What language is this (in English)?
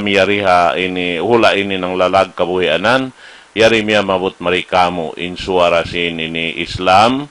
Tausug